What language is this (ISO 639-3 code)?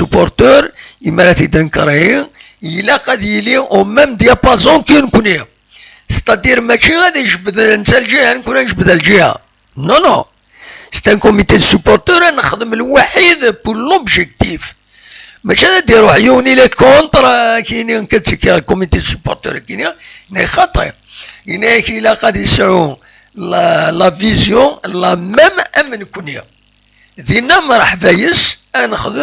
kab